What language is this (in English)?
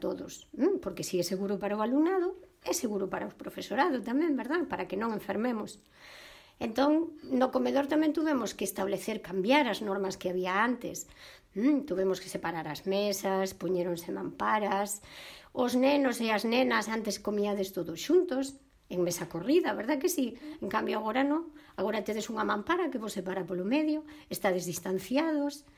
Galician